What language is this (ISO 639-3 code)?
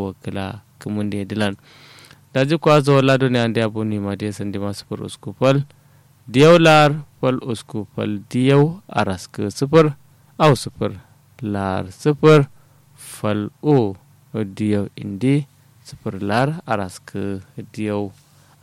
kau